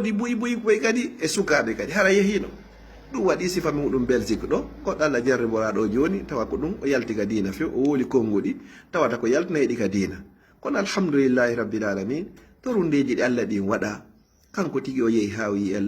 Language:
Fula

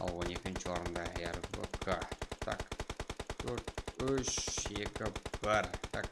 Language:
Kara-Kalpak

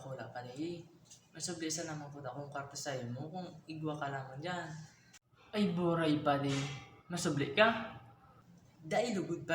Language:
Bikol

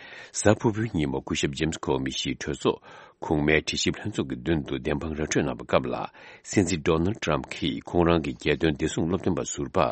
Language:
Tibetan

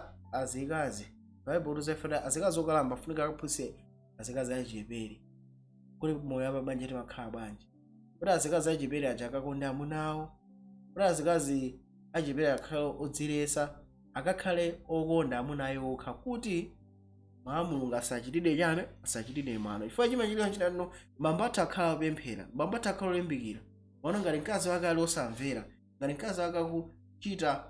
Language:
Nyanja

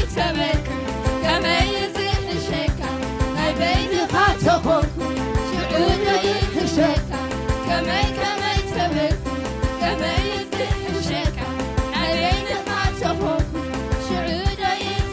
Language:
Tigrinya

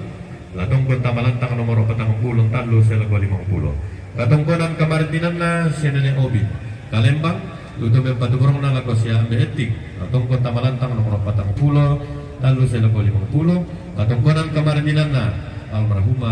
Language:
Toraja-Sa'dan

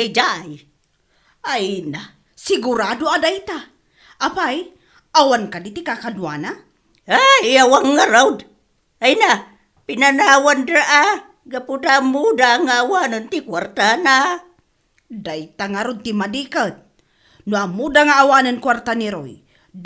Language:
Iloko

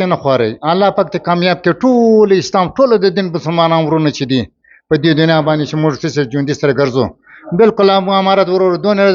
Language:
Pashto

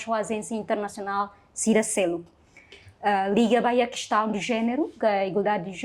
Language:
Tetum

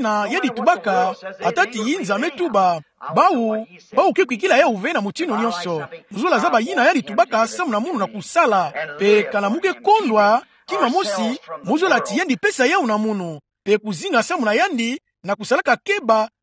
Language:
Kituba (Democratic Republic of Congo)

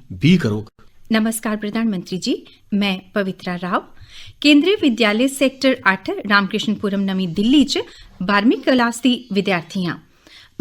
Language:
Dogri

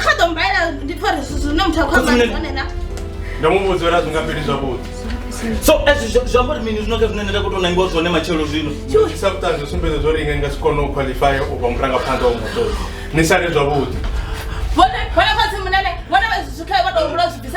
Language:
Venda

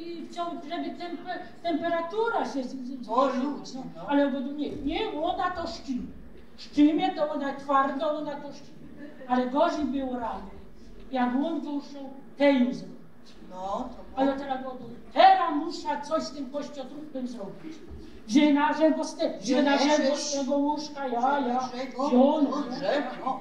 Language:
Silesian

